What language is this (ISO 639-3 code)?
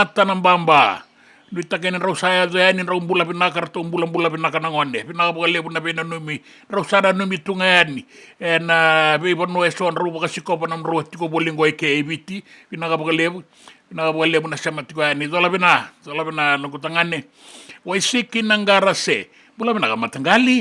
fij